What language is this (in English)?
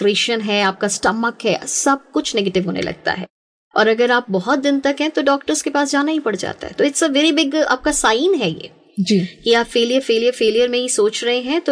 Hindi